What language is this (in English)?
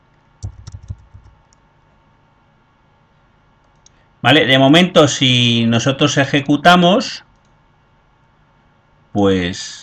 Spanish